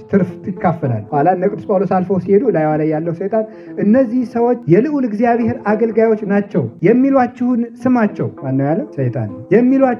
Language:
Amharic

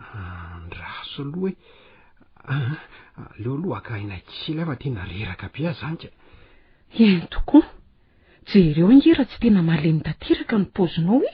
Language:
Malagasy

